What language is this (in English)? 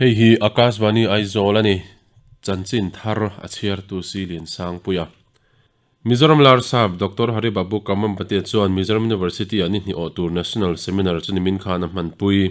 Mizo